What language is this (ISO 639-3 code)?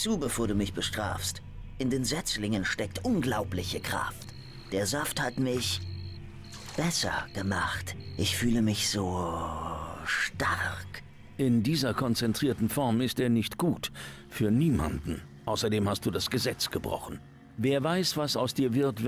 deu